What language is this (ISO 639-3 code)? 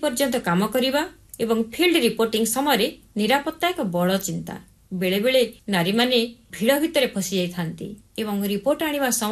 ori